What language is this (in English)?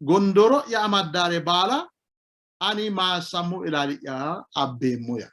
Sidamo